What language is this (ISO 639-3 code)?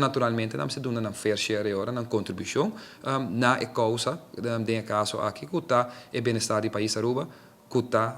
pap